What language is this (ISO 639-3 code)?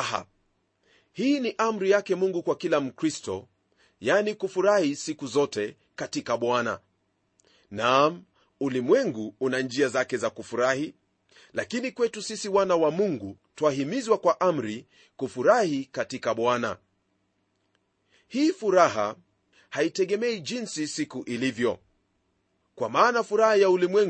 swa